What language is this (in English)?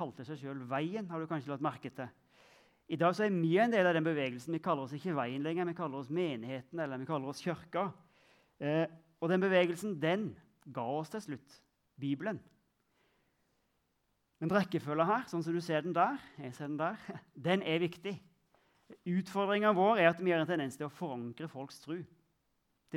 Norwegian